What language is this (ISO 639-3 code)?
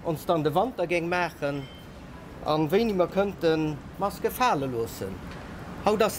ltz